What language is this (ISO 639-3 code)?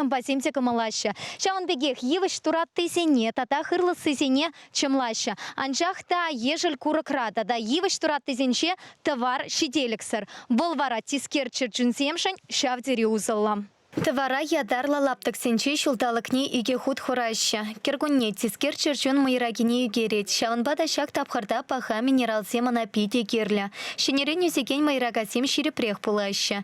chv